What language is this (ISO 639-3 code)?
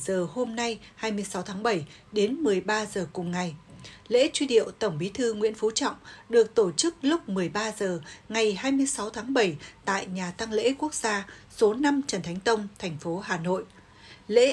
vie